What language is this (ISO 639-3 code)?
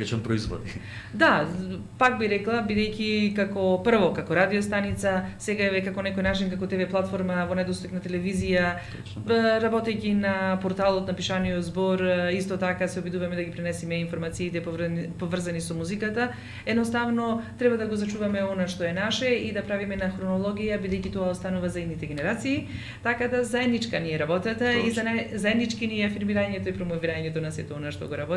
mkd